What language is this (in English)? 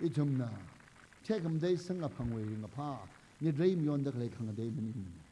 Tangkhul Naga (India)